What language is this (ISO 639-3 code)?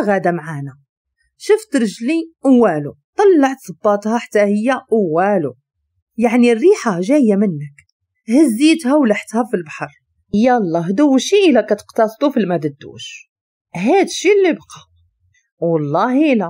ary